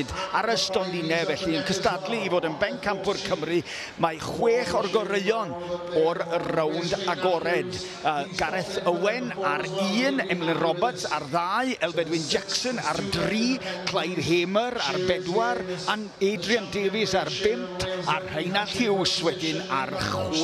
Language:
Welsh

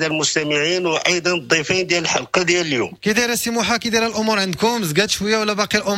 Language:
Moroccan Arabic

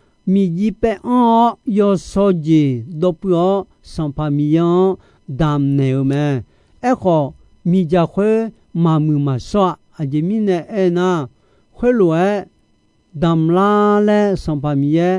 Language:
Akha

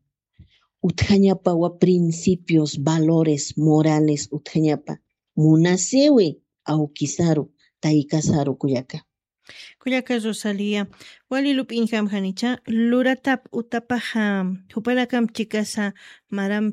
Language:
Aymara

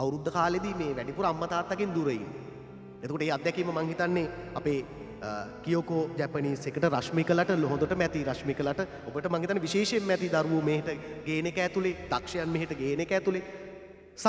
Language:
Sinhala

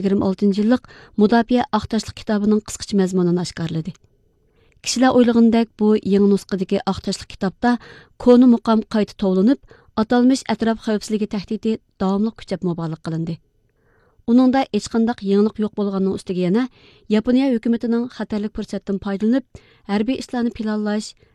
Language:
Uyghur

